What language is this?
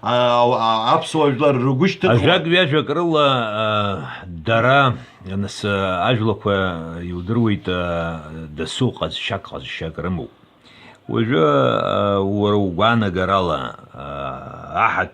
Abkhazian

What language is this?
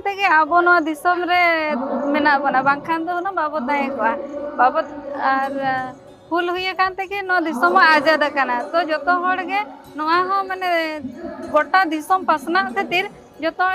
Santali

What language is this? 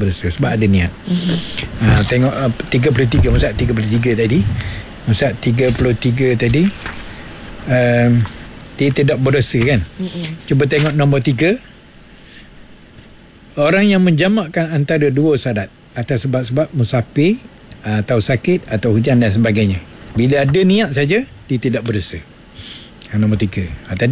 Malay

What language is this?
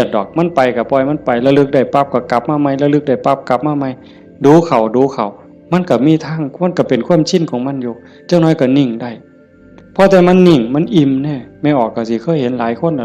Northeastern Thai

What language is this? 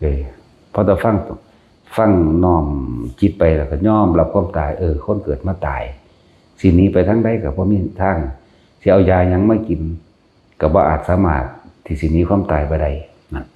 Northeastern Thai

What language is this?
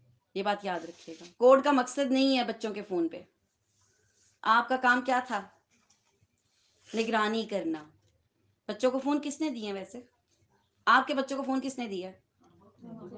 Urdu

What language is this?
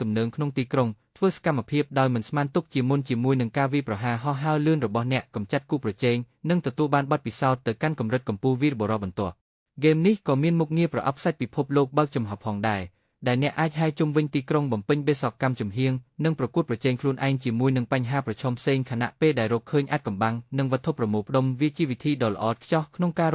Khmer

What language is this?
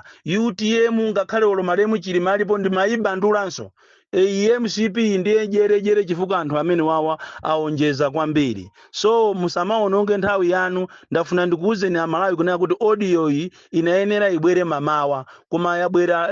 Nyanja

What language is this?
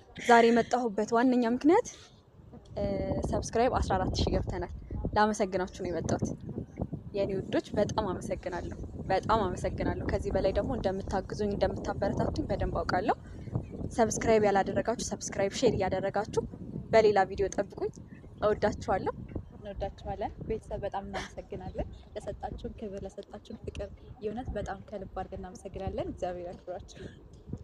Amharic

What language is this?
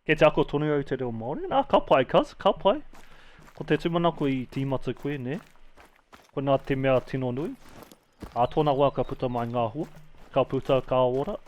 Māori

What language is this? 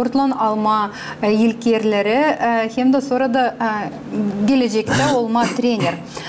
Gagauz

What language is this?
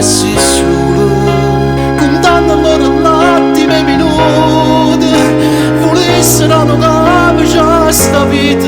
Neapolitan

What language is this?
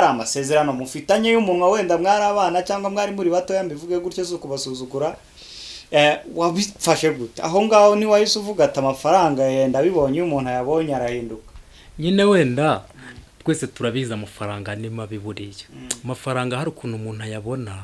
Kinyarwanda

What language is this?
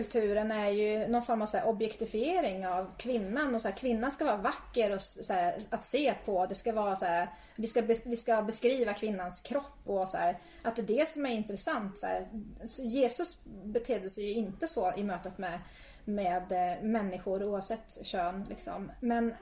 Swedish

